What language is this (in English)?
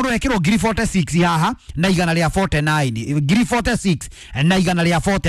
Kikuyu